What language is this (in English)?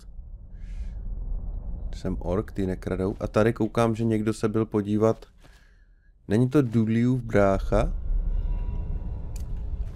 Czech